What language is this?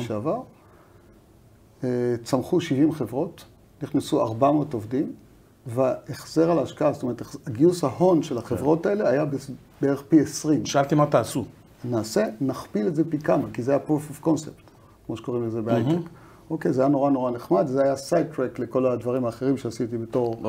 Hebrew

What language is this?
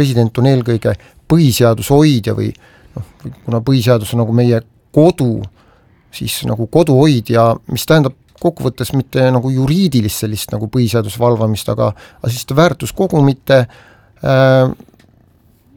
Estonian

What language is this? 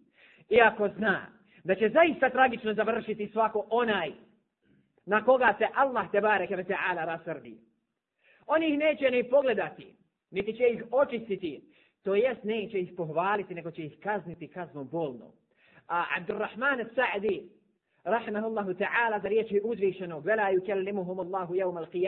Bosnian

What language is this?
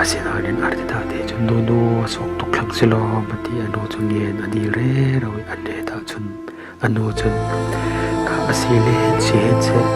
Falam Chin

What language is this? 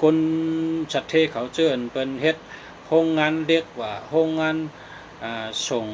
Shan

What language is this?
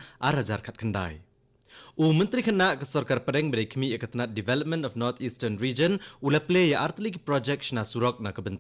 Khasi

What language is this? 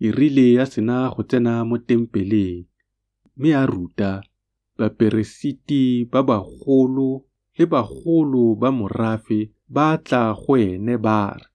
Tswana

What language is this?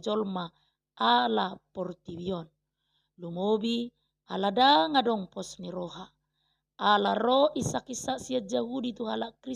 Batak Toba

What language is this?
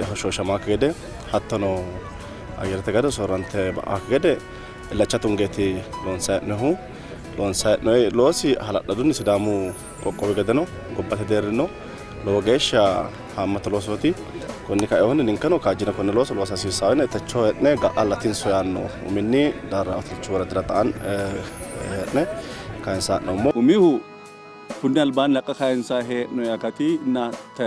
Sidamo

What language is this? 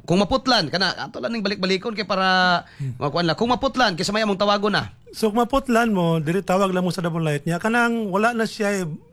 Cebuano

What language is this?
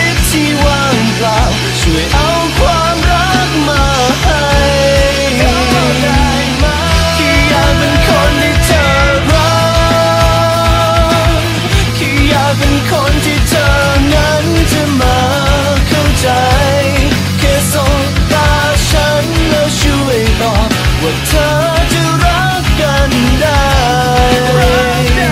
Thai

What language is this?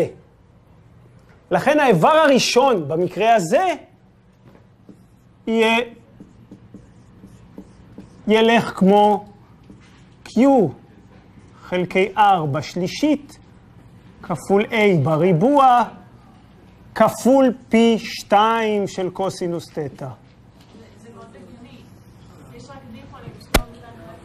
Hebrew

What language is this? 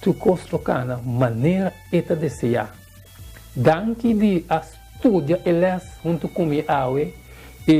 Papiamento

